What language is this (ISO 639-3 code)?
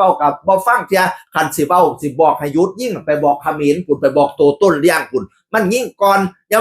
tts